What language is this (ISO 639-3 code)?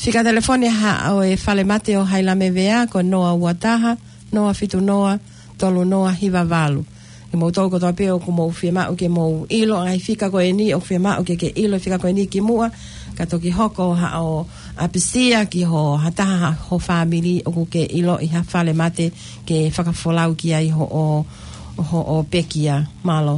ton